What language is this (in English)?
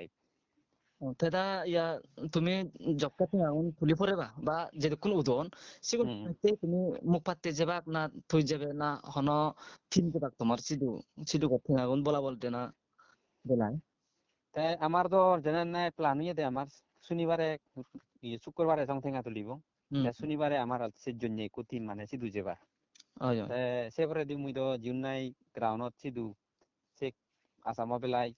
Chakma